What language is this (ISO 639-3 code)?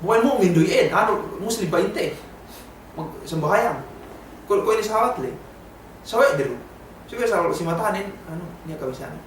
yka